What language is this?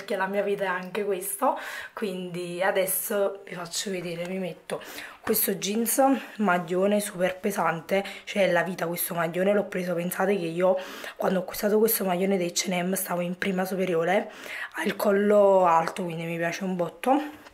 Italian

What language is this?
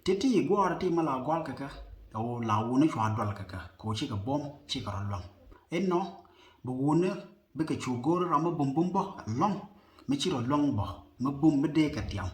Nuer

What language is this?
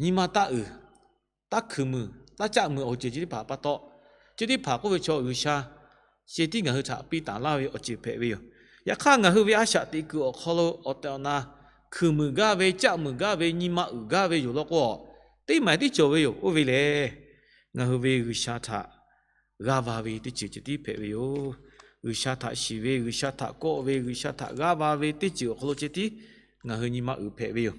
Lahu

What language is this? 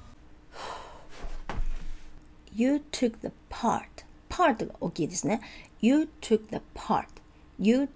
Japanese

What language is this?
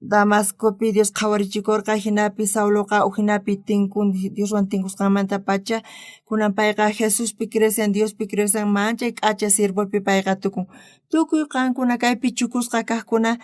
South Bolivian Quechua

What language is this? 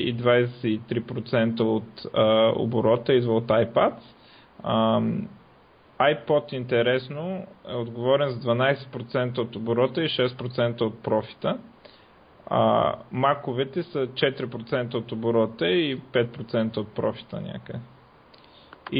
Bulgarian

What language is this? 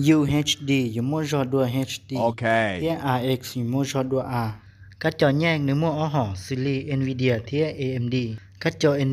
Hmong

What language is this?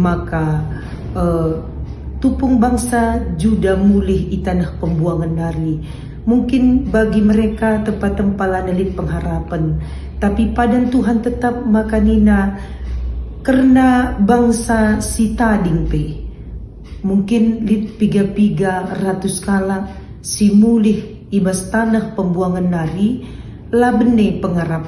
Batak Karo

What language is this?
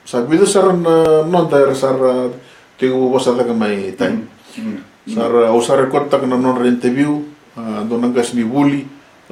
Fijian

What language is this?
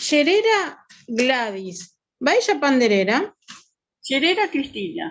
Guarani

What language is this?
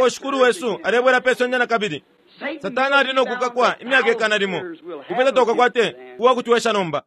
Bemba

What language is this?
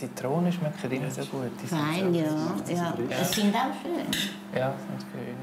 Swiss German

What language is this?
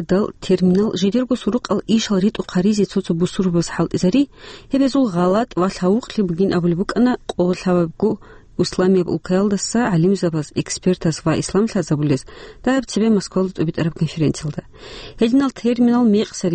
Avaric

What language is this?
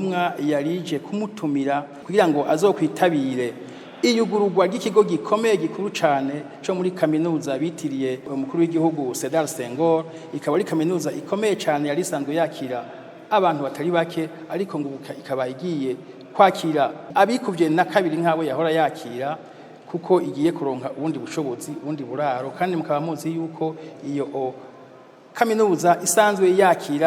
Rundi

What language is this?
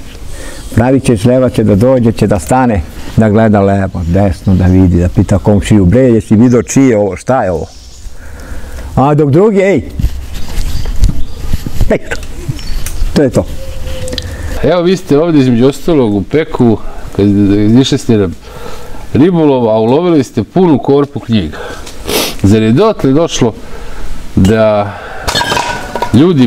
Serbian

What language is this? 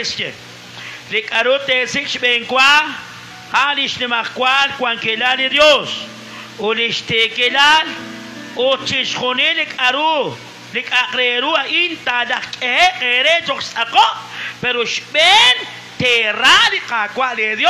Kekchí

